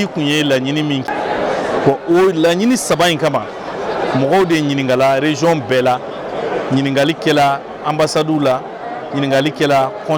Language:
Bambara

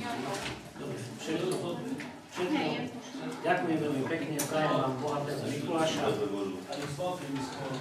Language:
Slovak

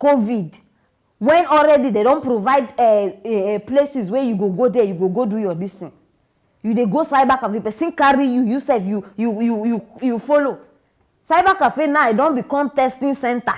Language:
Nigerian Pidgin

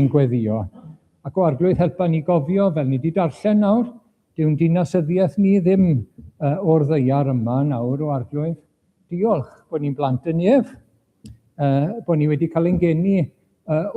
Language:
Welsh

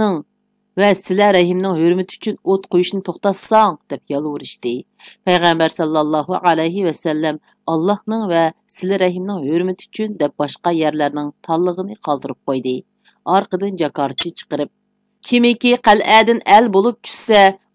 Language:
Uyghur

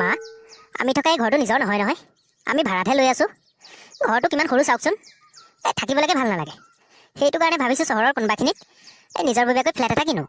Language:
Assamese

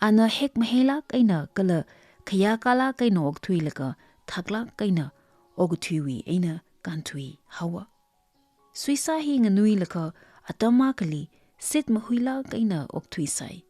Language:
Tangkhul Naga (India)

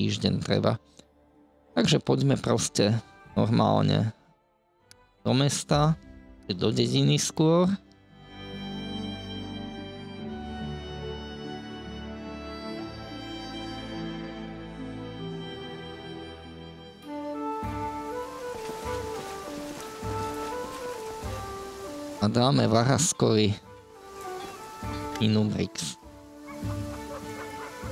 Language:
Slovak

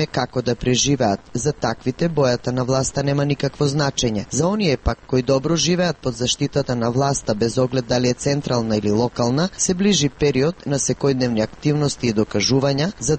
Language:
Macedonian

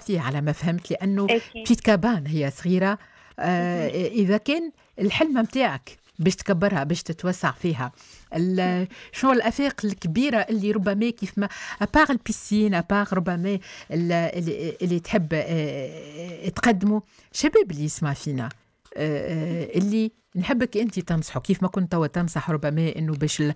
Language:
Tunisian Arabic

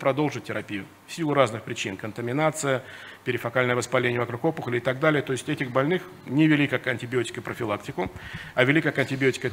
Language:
Russian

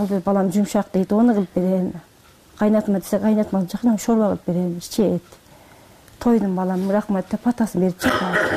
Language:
Kyrgyz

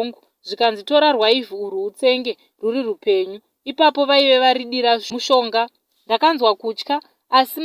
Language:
Shona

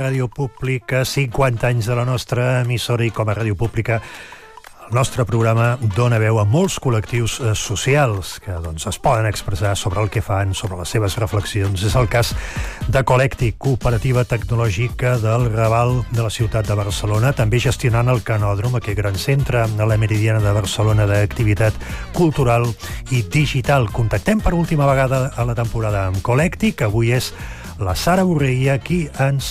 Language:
Catalan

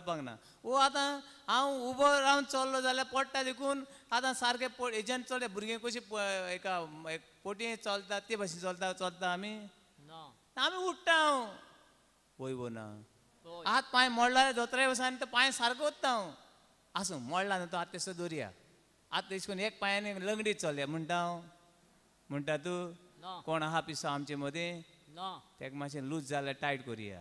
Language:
Konkani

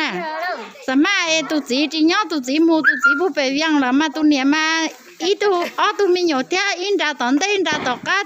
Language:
Hmong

